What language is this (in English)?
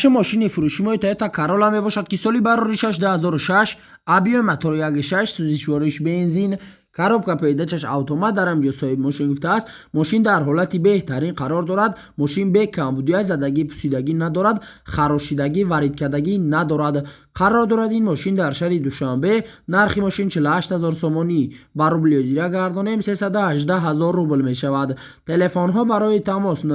Tajik